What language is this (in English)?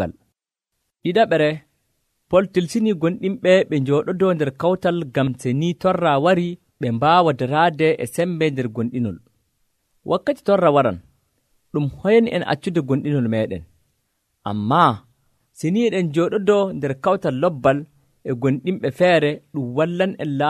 Nigerian Fulfulde